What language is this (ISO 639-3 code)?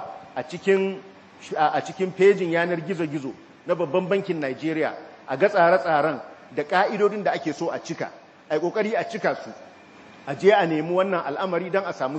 hau